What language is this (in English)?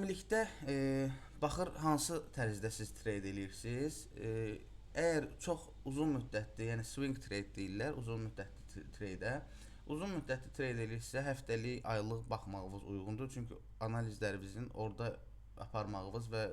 Azerbaijani